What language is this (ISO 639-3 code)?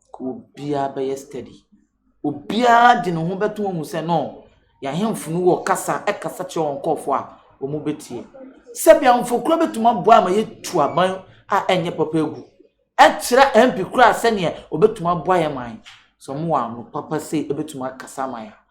aka